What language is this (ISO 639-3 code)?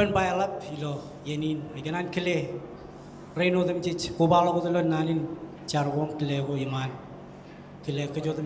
mah